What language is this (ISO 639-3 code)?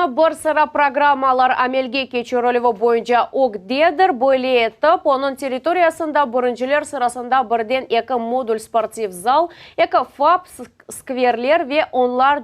crh